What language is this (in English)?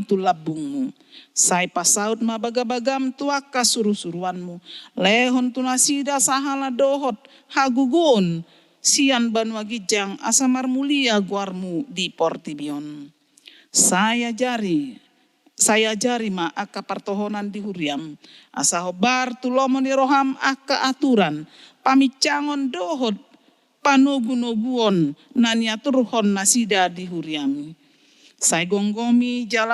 Batak Toba